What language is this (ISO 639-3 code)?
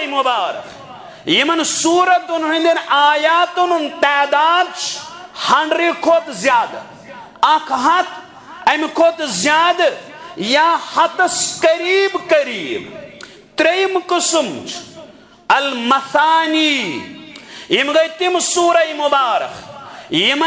kas